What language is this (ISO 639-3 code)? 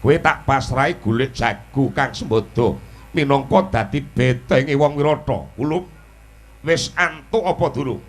jav